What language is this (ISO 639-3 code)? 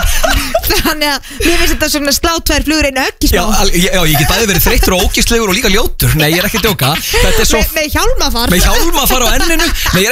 isl